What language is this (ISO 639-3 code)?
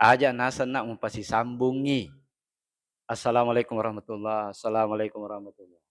bug